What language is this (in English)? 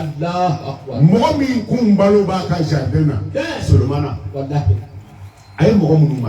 Bambara